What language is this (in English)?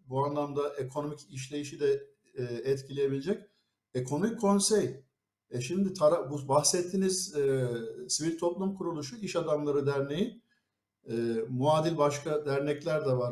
Turkish